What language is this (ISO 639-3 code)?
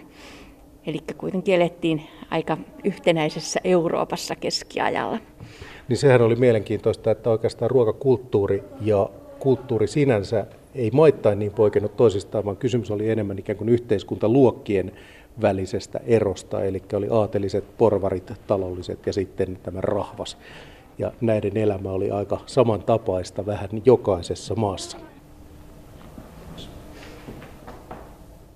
fin